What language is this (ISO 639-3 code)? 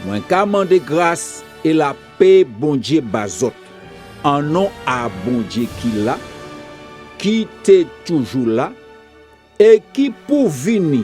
gcf